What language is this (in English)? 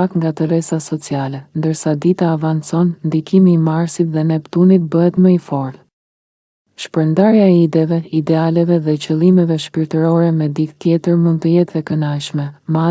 Albanian